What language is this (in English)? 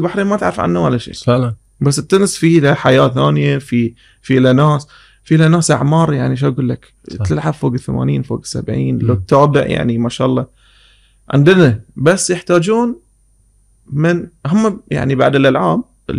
Gulf Arabic